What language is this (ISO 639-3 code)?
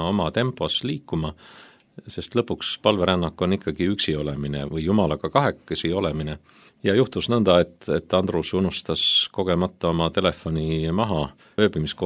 est